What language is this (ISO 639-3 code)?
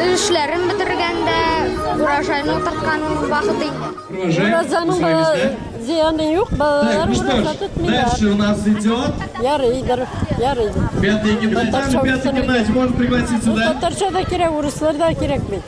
tat